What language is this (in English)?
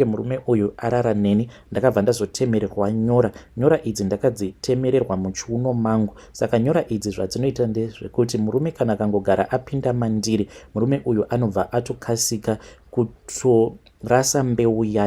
Shona